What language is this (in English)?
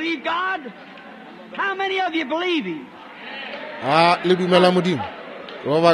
Northern Sotho